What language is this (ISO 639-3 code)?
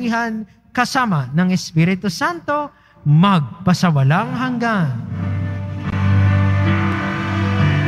fil